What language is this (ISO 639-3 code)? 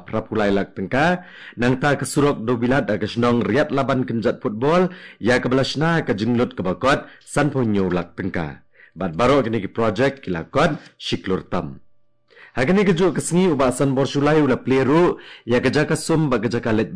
kha